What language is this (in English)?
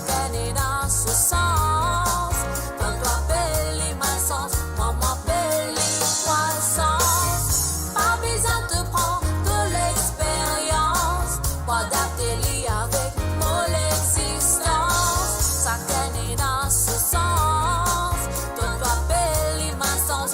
Morisyen